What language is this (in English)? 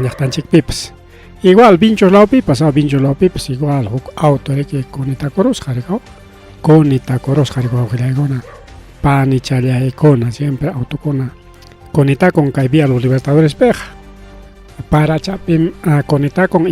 Ayacucho Quechua